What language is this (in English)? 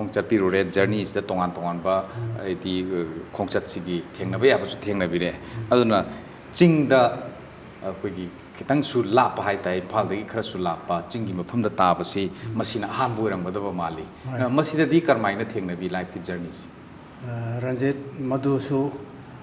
Manipuri